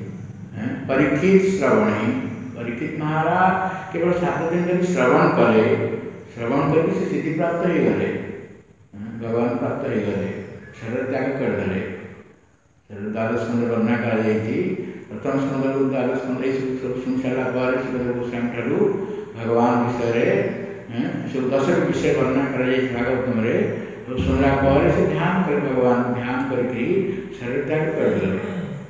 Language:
Odia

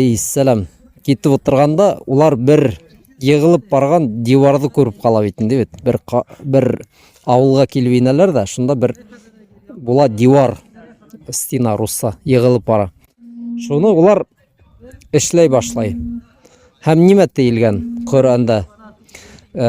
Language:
Bashkir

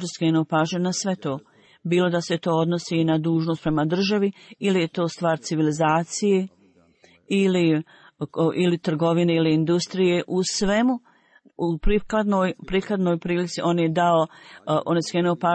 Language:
Croatian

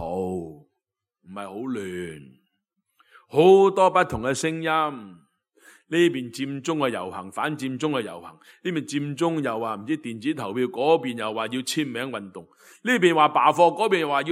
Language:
Cantonese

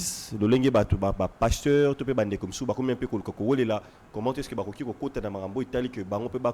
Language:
Lingala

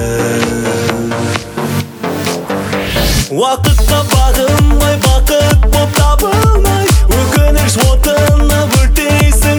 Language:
Kazakh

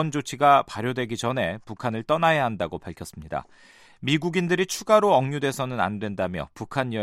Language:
Korean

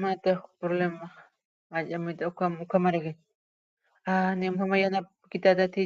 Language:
Aymara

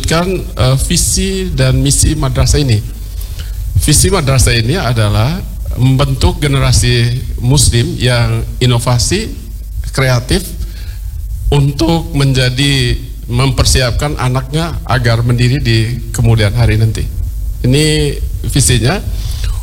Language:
Indonesian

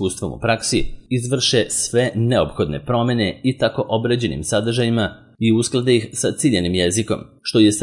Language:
Serbian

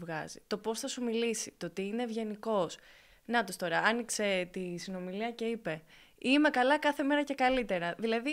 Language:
Greek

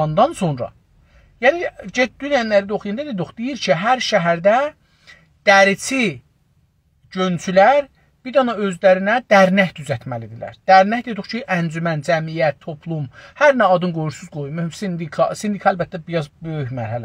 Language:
South Azerbaijani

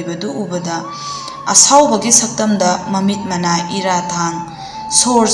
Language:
Manipuri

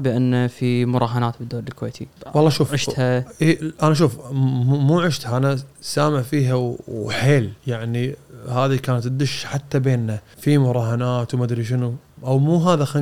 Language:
Gulf Arabic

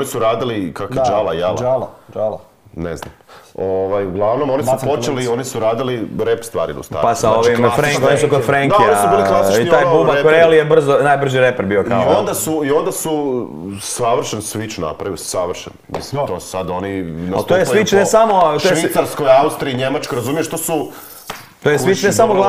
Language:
Croatian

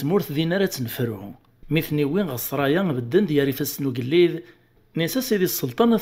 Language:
Kabyle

